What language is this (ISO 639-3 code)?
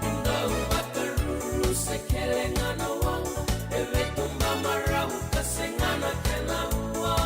fij